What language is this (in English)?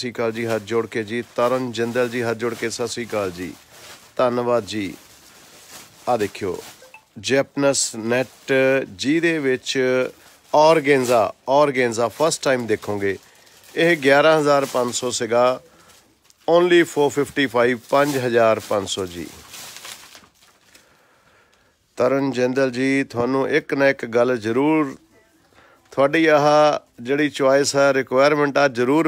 Punjabi